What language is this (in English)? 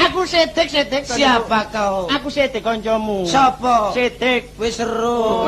Javanese